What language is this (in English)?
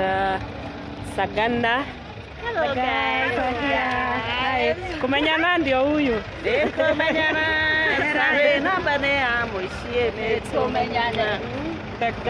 Swahili